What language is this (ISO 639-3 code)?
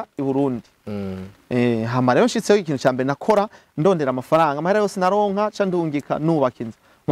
run